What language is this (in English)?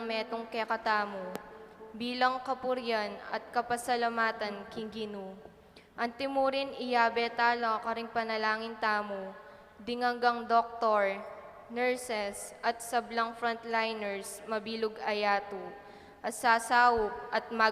Pampanga